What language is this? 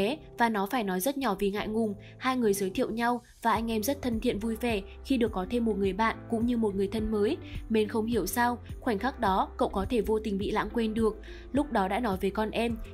Vietnamese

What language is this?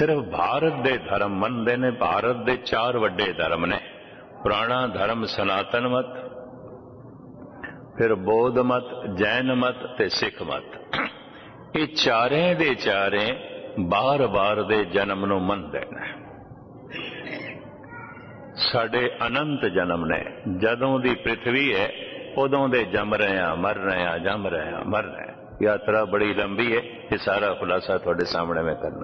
Punjabi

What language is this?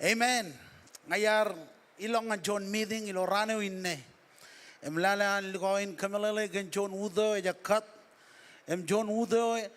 Marshallese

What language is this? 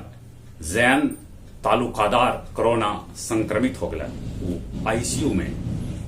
Magahi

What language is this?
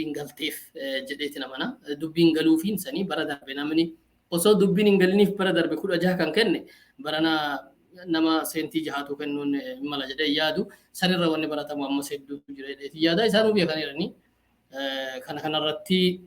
Oromo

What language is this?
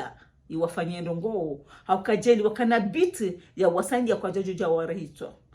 Ngazidja Comorian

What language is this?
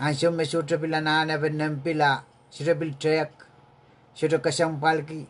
Pohnpeian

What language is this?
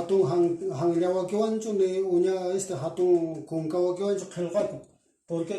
Quechua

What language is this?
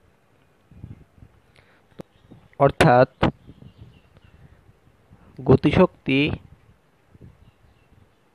Bangla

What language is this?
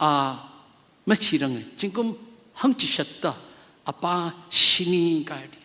Tangkhul Naga (India)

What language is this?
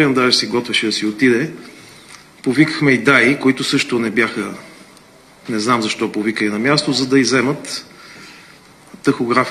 Bulgarian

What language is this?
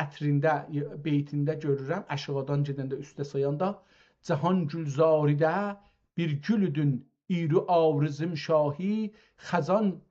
South Azerbaijani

